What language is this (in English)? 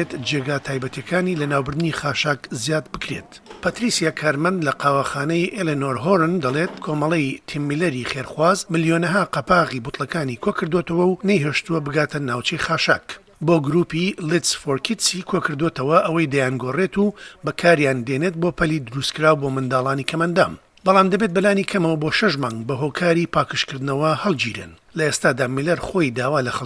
Central Kurdish